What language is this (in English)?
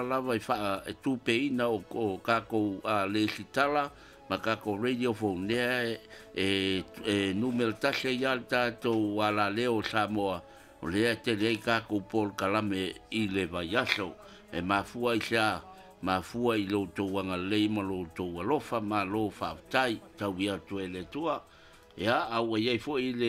Samoan